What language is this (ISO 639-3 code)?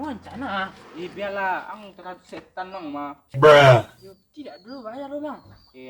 min